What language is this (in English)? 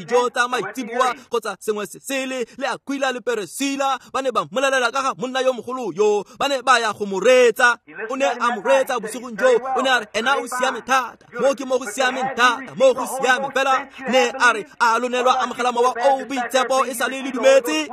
Tswana